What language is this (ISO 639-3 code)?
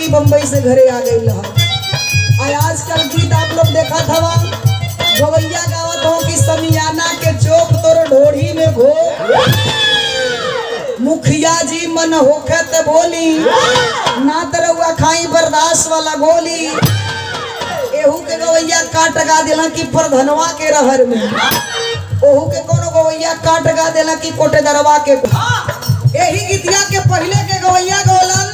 bho